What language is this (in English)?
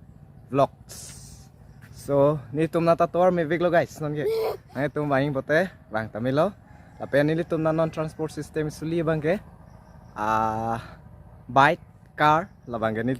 Karbi